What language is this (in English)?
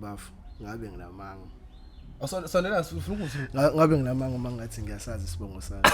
Zulu